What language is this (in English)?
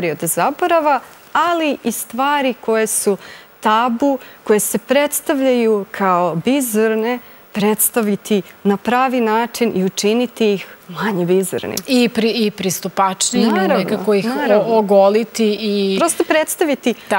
Serbian